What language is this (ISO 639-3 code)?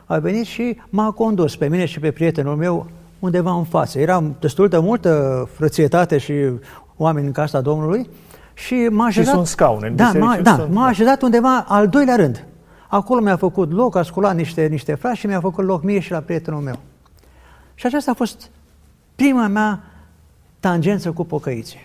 ron